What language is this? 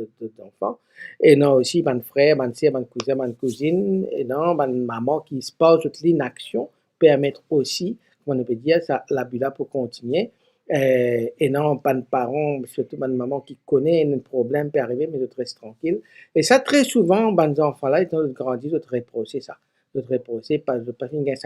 Morisyen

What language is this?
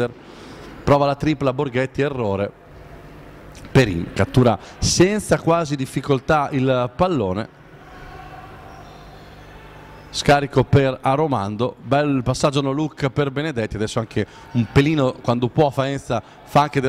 Italian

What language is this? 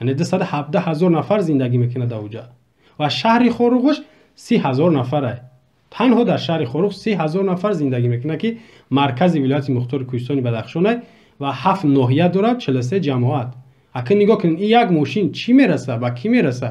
Tajik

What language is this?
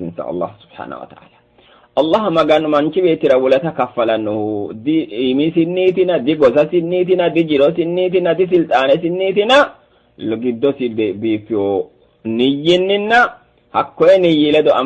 Sidamo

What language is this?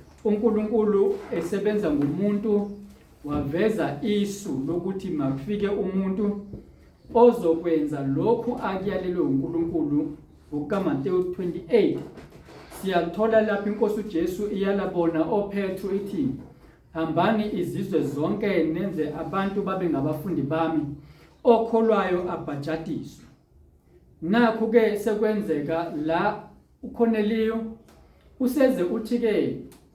Zulu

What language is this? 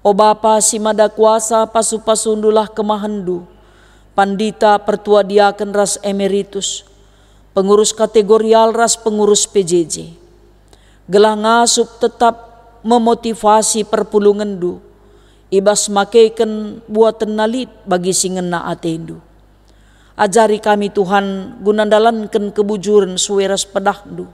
Batak Karo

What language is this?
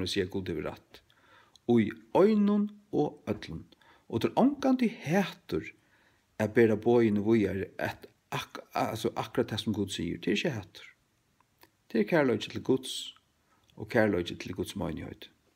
Faroese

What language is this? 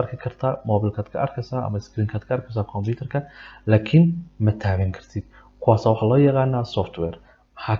Somali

